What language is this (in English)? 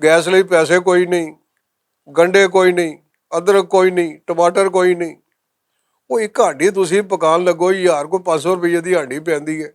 Western Panjabi